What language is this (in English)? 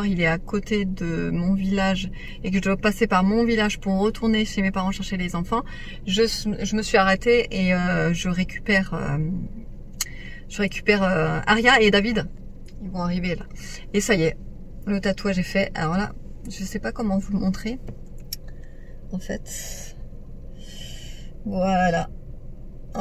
French